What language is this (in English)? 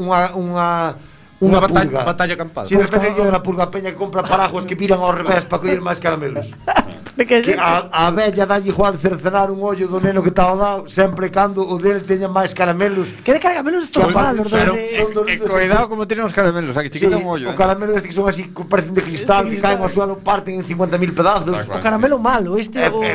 Galician